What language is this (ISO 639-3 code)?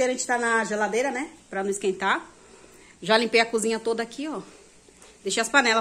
por